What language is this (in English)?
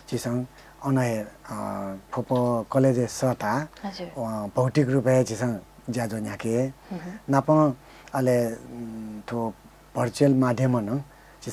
Newari